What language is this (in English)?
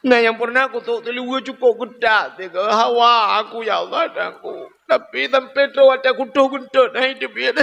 Achinese